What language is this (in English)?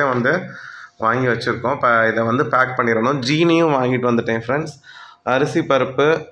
Tamil